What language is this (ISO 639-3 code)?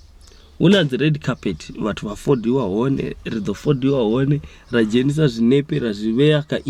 ven